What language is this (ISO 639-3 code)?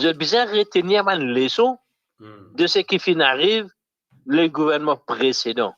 mfe